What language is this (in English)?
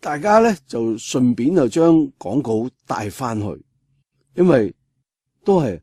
Cantonese